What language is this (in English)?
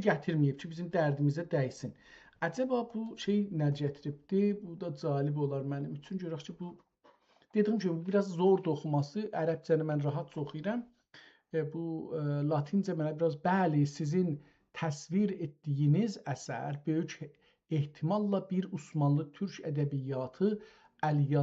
South Azerbaijani